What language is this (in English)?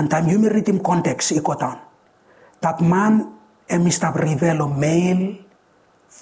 Bislama